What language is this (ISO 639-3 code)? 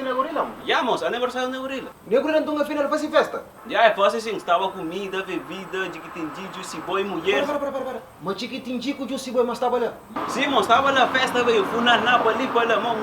kea